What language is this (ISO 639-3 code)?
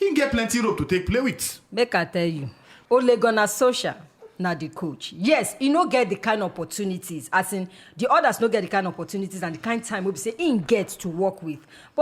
pcm